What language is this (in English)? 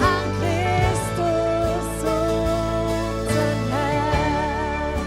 Swiss German